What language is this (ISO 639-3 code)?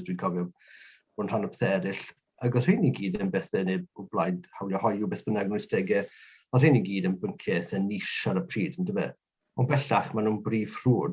cym